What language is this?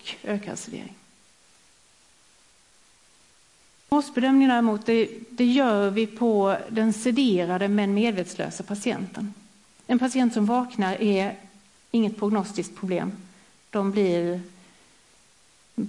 Swedish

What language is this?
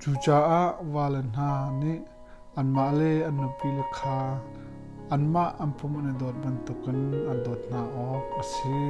Hakha Chin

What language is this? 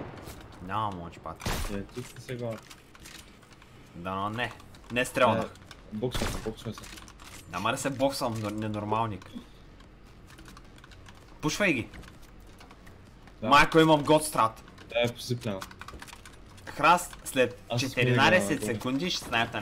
Bulgarian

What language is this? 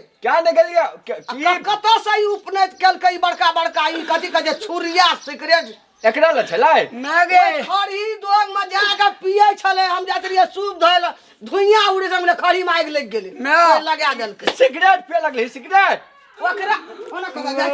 Maithili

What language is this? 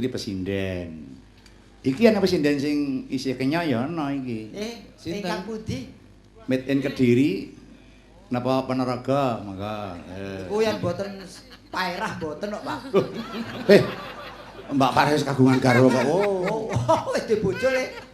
Javanese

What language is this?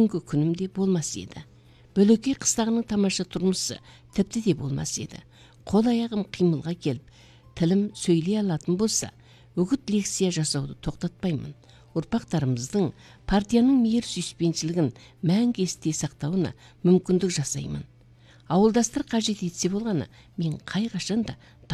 Kazakh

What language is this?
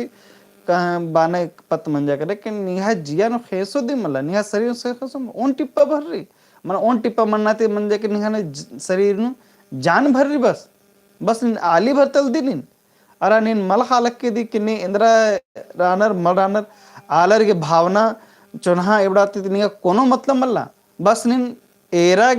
Kurukh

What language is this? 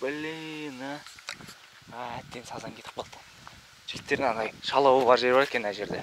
Kazakh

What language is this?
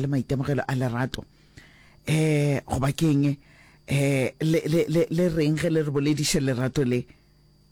Northern Sotho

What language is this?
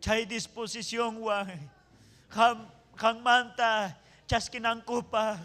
Ayacucho Quechua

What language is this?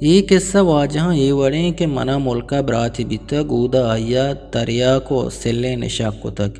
Eastern Balochi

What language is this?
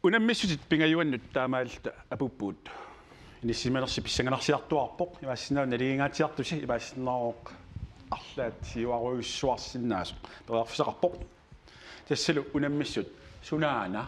Kalaallisut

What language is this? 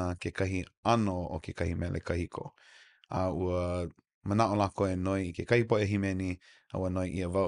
Hawaiian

